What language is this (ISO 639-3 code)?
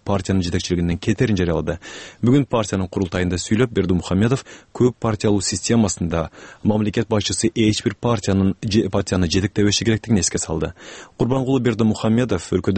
kir